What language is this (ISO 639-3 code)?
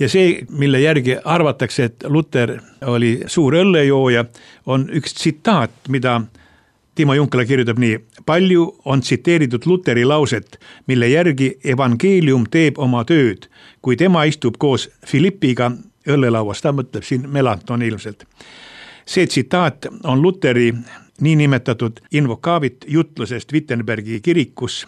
est